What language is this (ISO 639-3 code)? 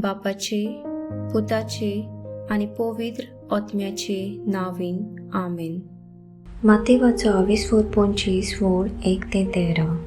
kok